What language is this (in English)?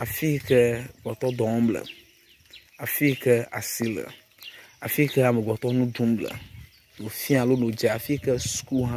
Ewe